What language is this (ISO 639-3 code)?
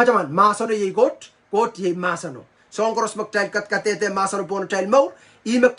pon